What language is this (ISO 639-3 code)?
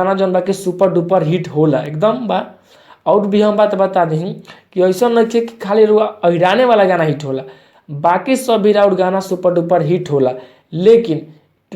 bho